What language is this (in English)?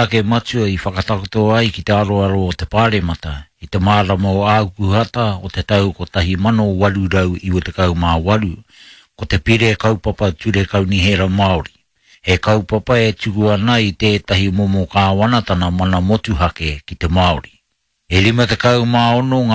Māori